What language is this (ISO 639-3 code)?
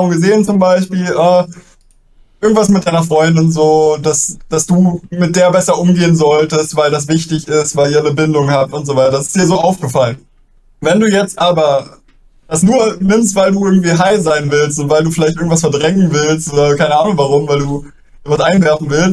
deu